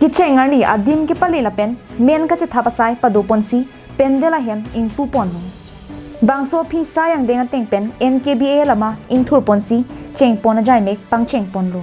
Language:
Karbi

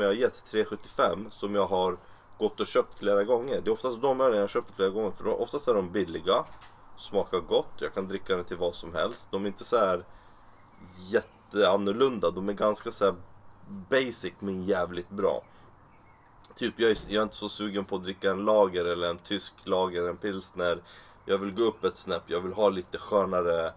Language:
Swedish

